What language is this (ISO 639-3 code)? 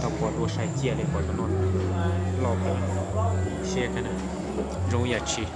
hmn